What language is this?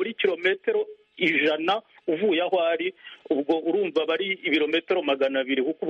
Kinyarwanda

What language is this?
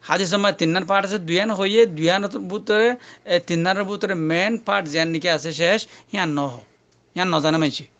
Rohingya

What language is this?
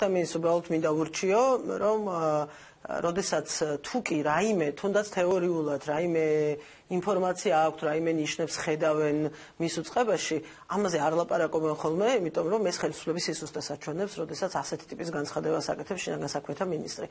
Georgian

